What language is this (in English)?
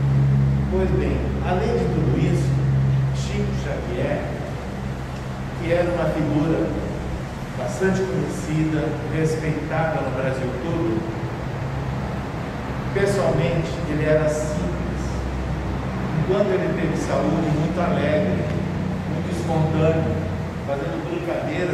Portuguese